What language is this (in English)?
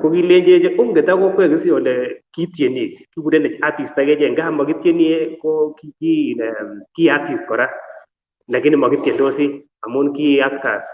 Kalenjin